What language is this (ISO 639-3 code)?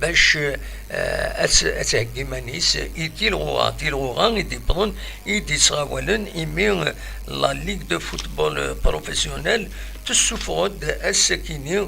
kab